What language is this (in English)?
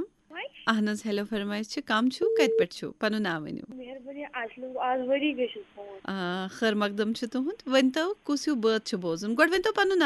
Kashmiri